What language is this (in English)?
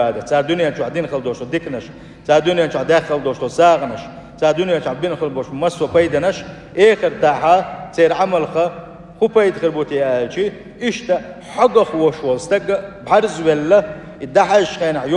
Chechen